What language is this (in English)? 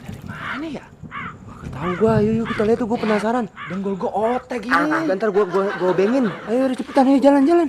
Betawi